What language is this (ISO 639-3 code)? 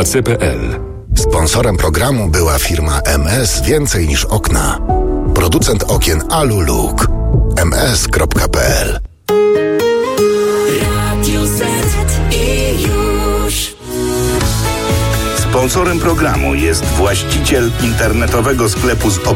pol